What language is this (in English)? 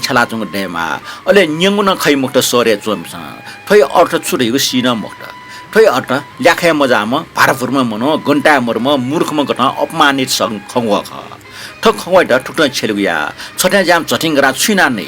Newari